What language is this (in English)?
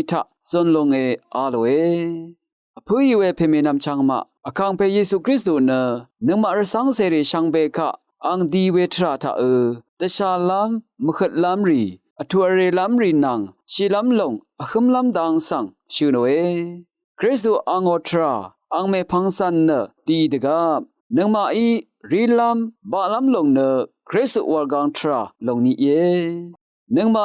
Rawang